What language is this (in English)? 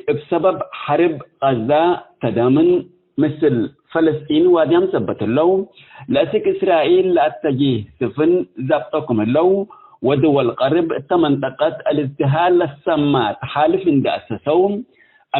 Tigre